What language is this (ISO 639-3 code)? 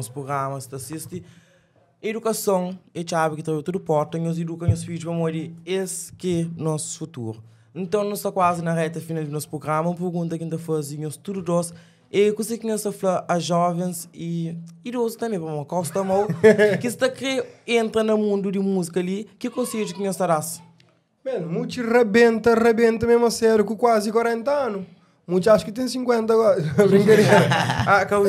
kea